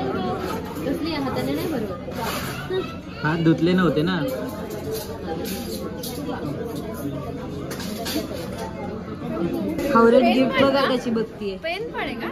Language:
Marathi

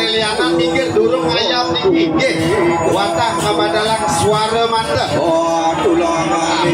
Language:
Balinese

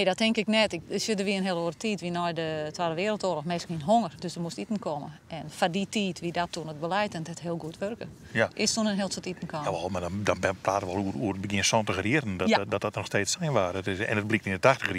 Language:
Western Frisian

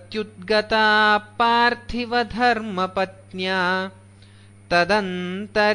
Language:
Sanskrit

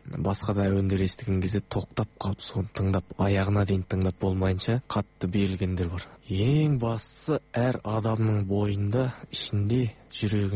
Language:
Kazakh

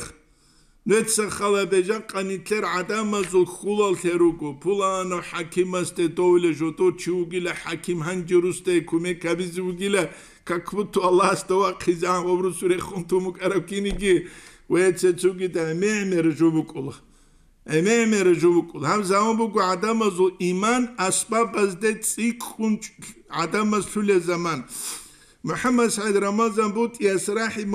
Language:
Avaric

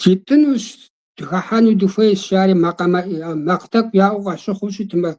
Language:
Kabardian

